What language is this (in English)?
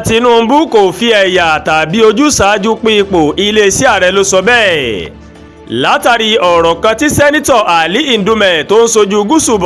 Yoruba